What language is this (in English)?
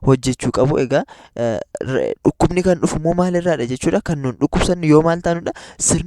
Oromo